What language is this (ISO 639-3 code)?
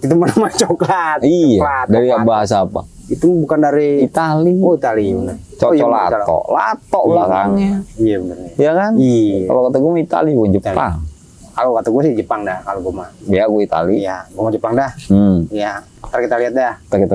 bew